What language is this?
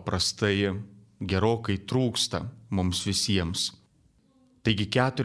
Lithuanian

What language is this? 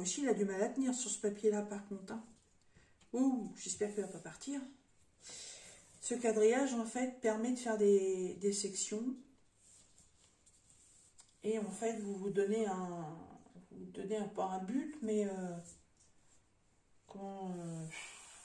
French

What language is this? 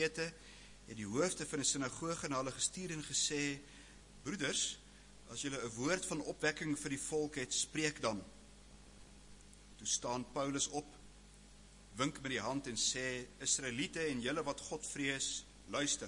Afrikaans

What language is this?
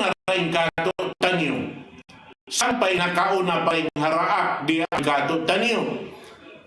Tausug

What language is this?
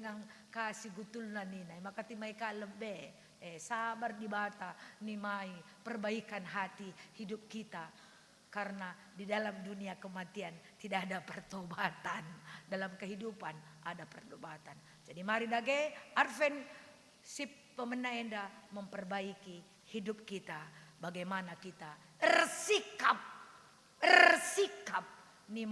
Batak Karo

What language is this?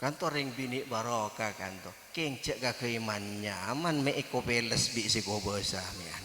Madurese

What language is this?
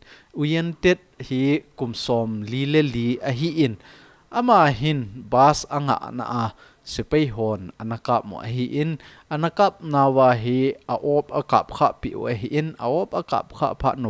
Thado Chin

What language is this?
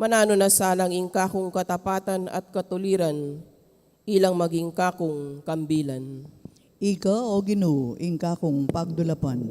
Pampanga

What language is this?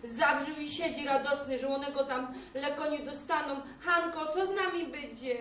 Silesian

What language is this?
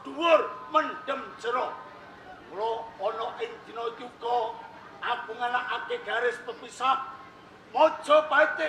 Javanese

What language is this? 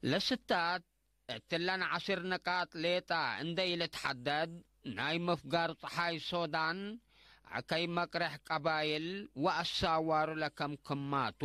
Tigre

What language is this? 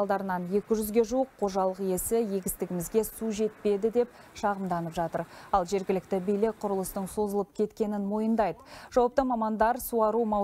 Kazakh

